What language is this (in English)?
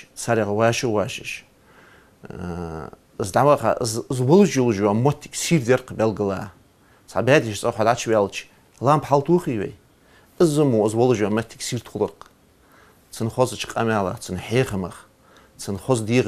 Ingush